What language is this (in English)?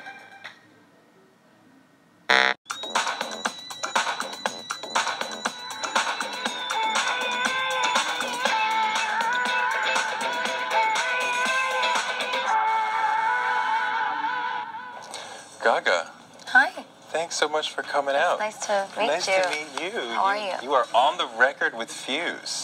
English